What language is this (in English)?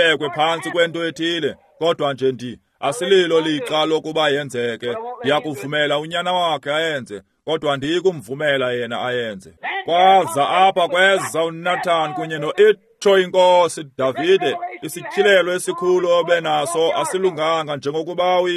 Xhosa